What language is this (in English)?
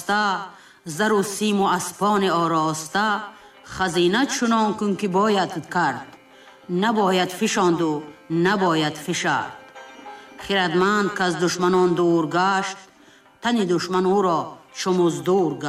Tajik